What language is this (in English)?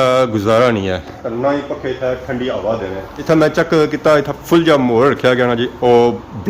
Pahari-Potwari